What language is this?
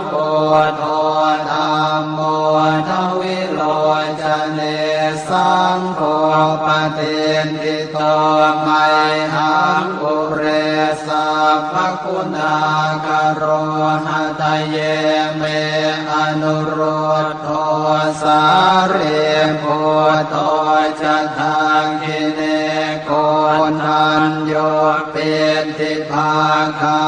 Pali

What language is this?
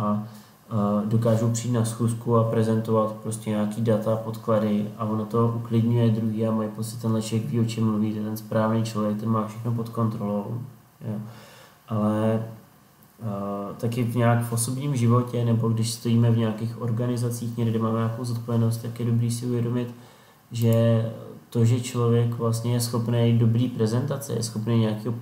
Czech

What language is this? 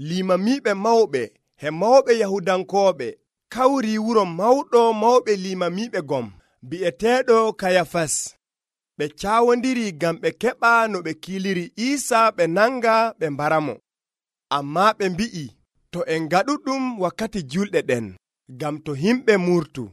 Nigerian Fulfulde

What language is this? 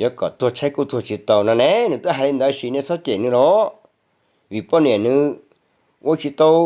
Hmong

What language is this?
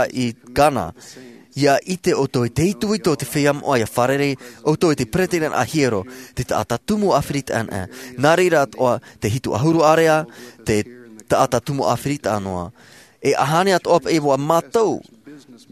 Tahitian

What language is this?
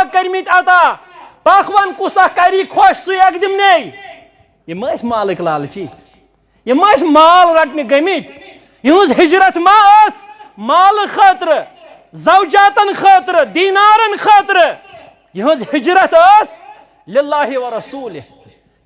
Kashmiri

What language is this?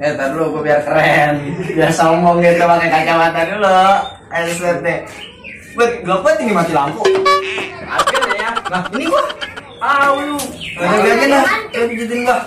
Betawi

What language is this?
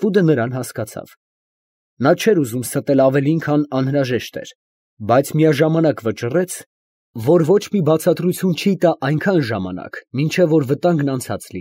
Armenian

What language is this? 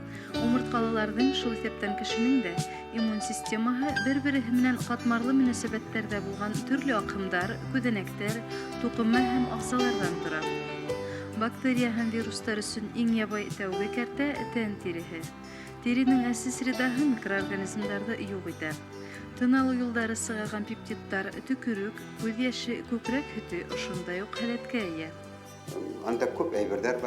Bashkir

